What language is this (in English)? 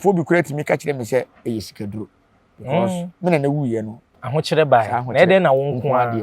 Akan